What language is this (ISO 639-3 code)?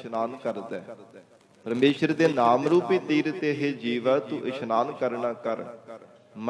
pan